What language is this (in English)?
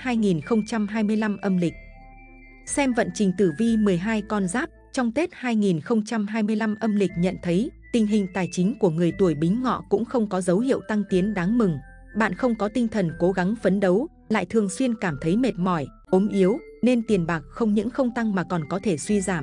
Vietnamese